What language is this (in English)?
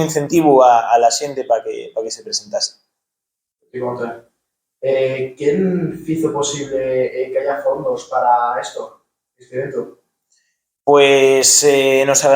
Asturian